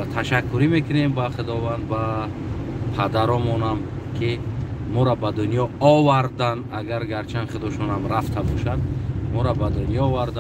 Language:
Tajik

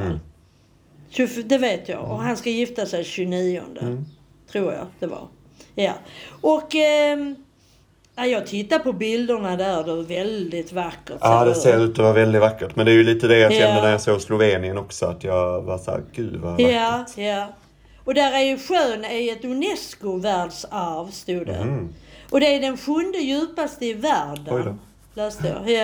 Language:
Swedish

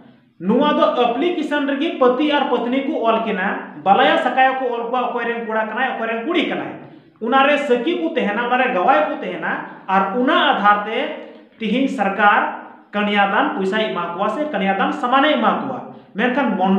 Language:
Santali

